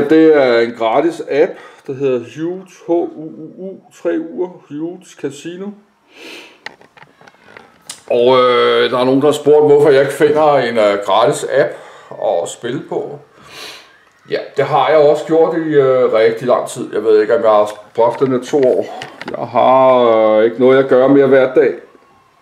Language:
Danish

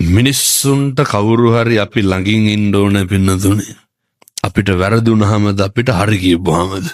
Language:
Sinhala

